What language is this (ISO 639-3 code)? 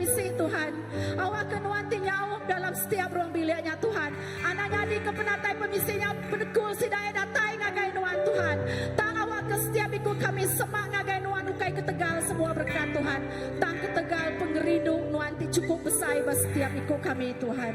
iba